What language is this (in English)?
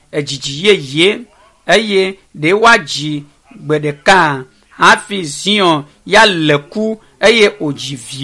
Ewe